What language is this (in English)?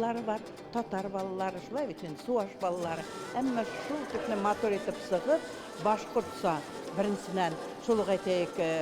Bashkir